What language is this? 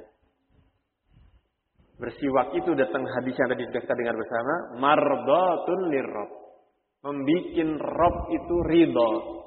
Indonesian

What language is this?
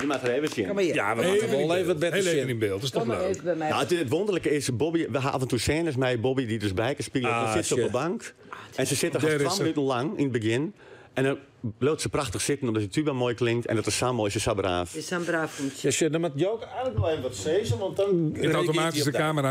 Western Frisian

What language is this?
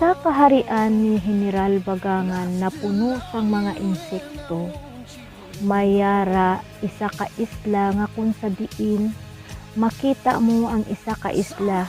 Hiligaynon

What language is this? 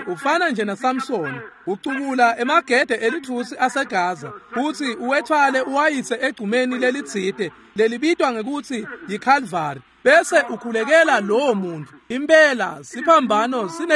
Swati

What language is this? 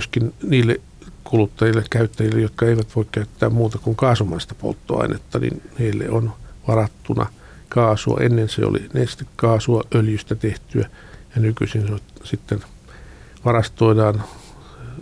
Finnish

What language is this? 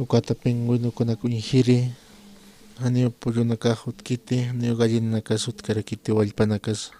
Aymara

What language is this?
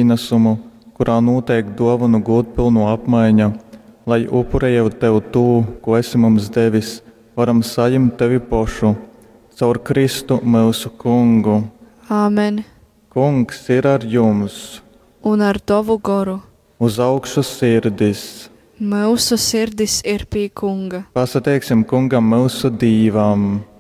Latgalian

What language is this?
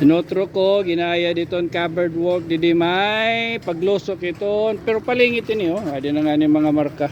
Waray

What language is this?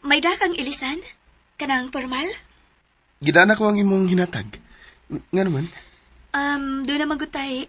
Cebuano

